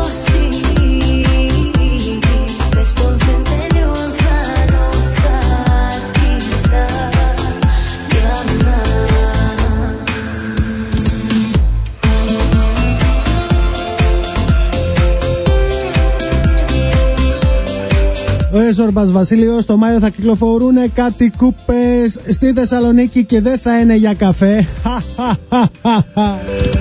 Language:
Greek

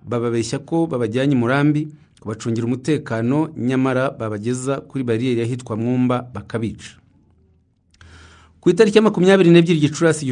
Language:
Kinyarwanda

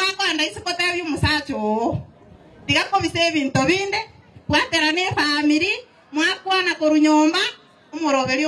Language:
Gusii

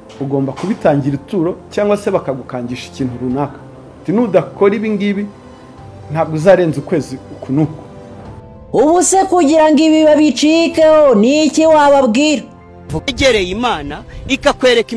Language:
Kinyarwanda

